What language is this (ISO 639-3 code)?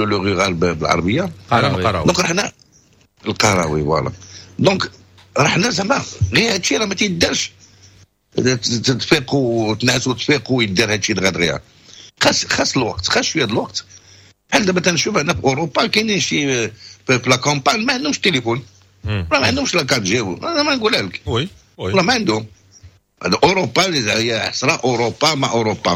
ary